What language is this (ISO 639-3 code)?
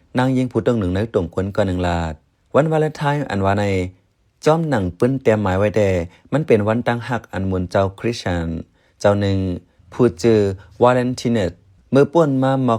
shn